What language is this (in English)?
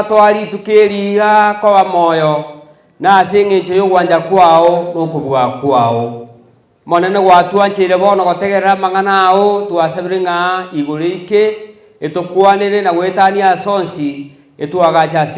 Gusii